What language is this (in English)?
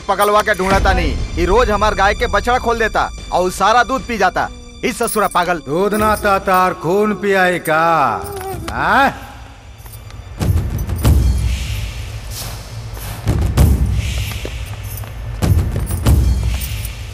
Bhojpuri